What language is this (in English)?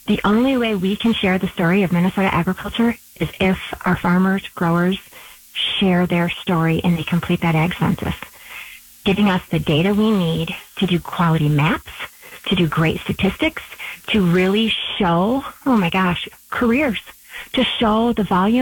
English